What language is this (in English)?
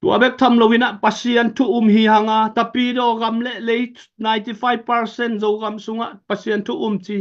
Tedim Chin